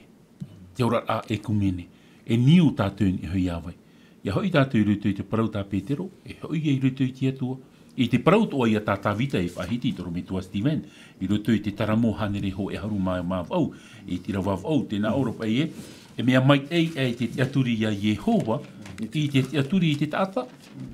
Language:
Tahitian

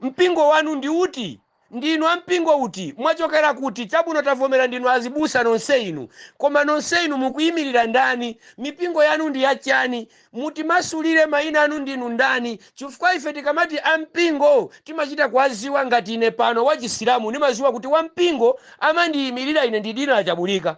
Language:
Nyanja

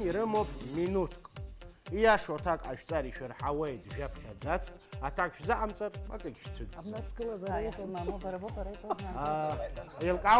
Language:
Abkhazian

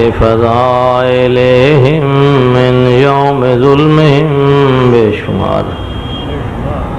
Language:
Urdu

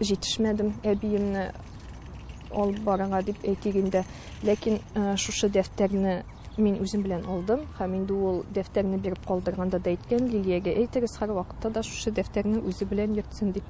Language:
Tatar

